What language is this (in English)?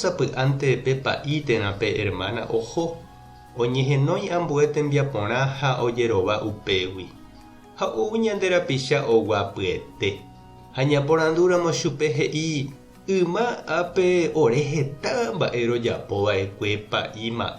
Guarani